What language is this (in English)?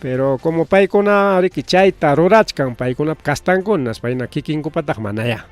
Ayacucho Quechua